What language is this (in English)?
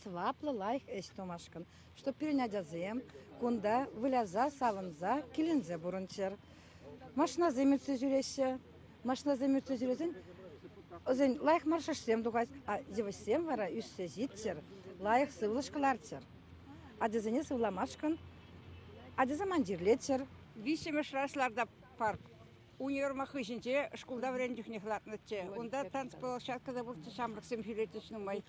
Chuvash